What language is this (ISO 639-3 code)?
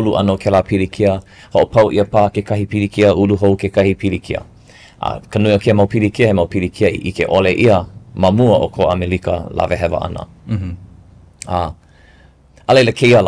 haw